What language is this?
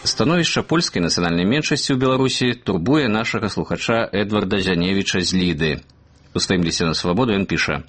Belarusian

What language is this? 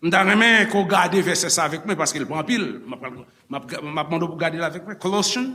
Haitian Creole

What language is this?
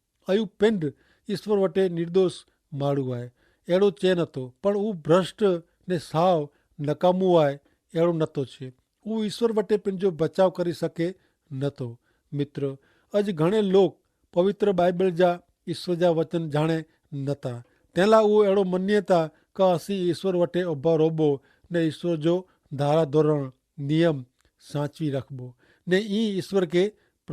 Kachhi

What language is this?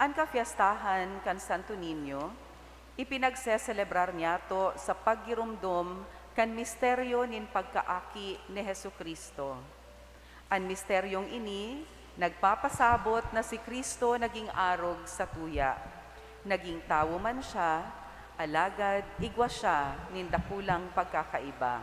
Bikol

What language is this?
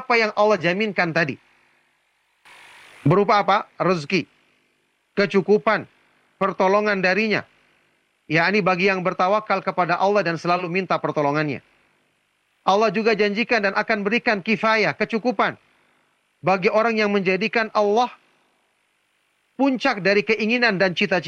Indonesian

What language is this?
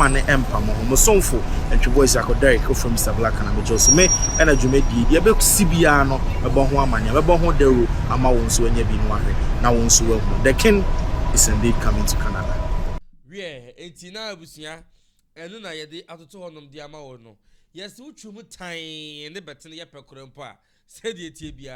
Akan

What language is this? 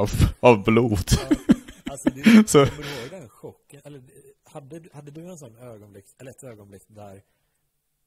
Swedish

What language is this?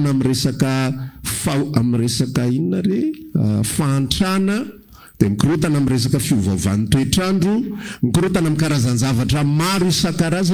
Malagasy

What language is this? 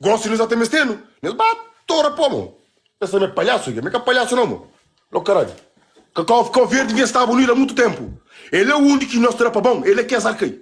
Kabuverdianu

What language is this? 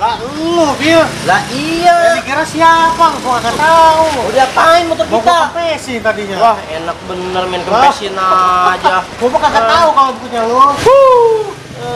Betawi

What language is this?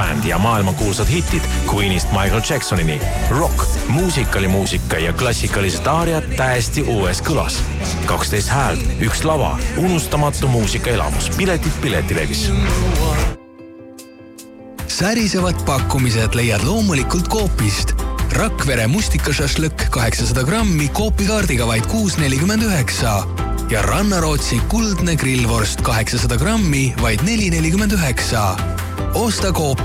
Estonian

